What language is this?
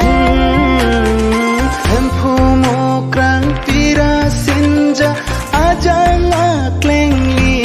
Karbi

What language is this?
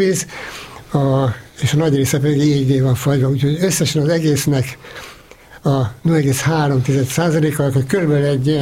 Hungarian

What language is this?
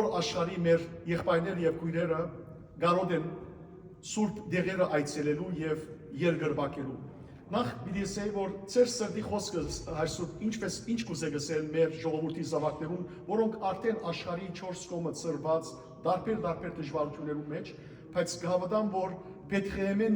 Western Armenian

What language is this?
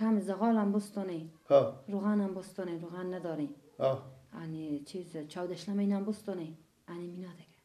Persian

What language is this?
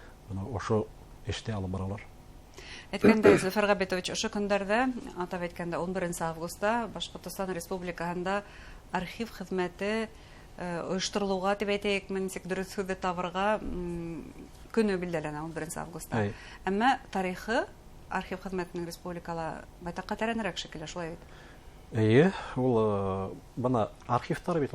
Bashkir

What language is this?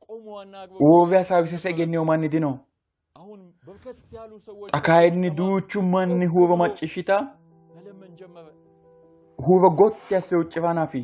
Sidamo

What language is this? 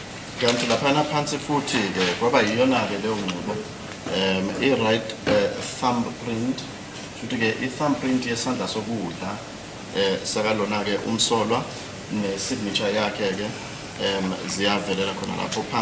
Zulu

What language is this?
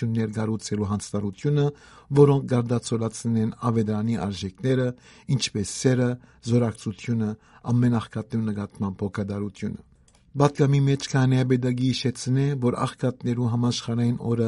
Western Armenian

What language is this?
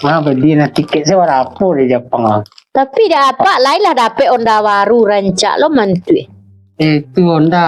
Minangkabau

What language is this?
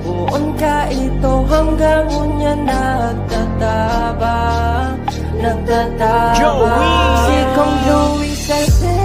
Bikol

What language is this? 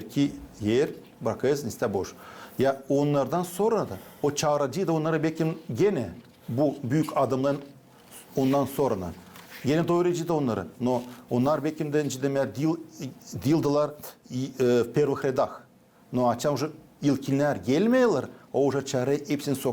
Gagauz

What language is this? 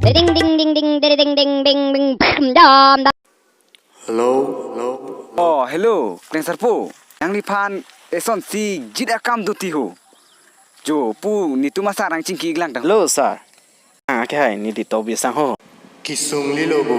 Karbi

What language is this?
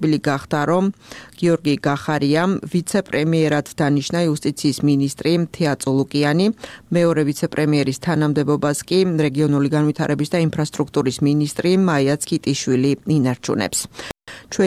Georgian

